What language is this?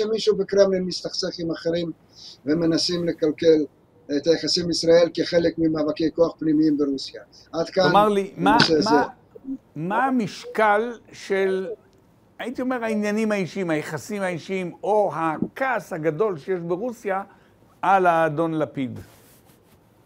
Hebrew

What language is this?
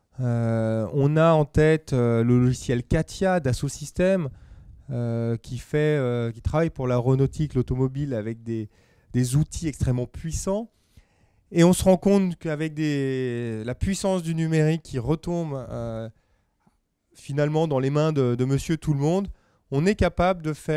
French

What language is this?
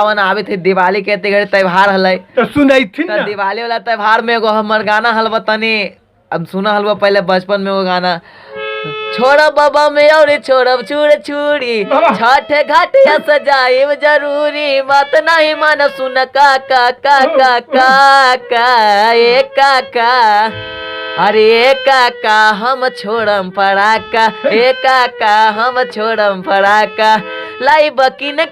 Magahi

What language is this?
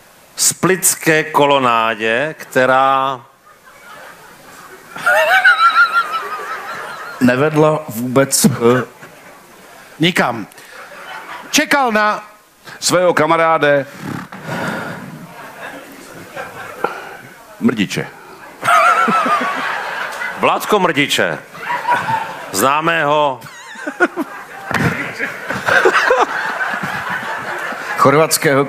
Czech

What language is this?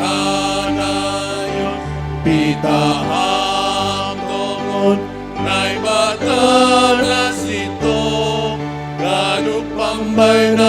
Batak Simalungun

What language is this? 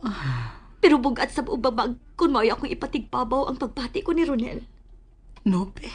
Cebuano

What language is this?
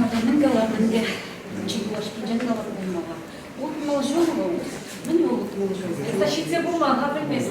Chuvash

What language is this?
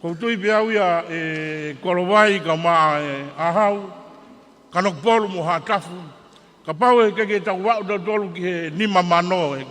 Tongan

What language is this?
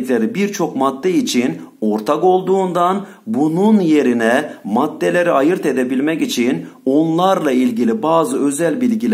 Turkish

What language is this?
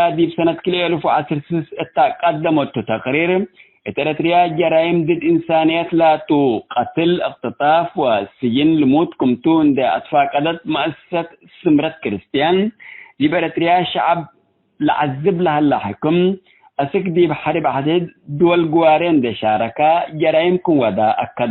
Tigre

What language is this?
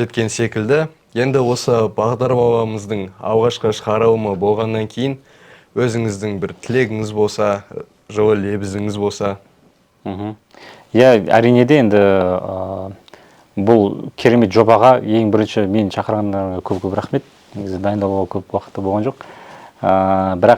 Kazakh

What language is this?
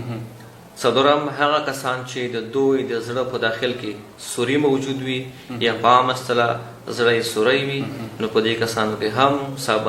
Pashto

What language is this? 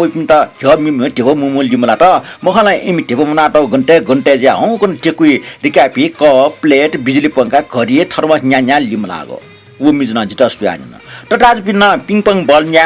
Newari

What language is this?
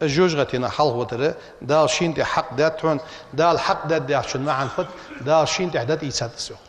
Ingush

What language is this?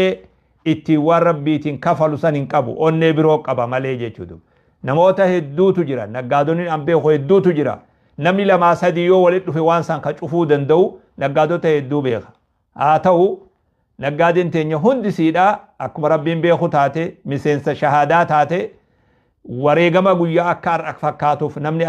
Oromo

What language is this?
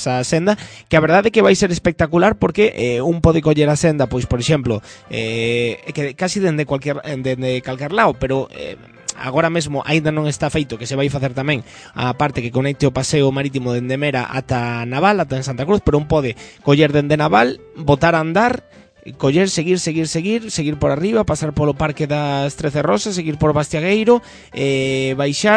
Galician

